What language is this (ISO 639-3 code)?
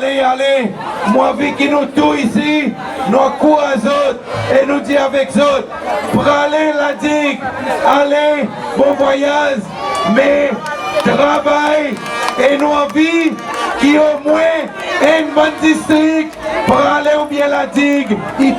crs